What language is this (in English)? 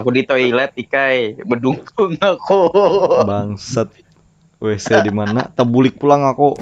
Banjar